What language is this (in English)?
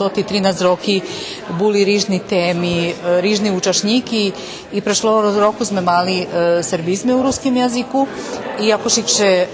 Rusyn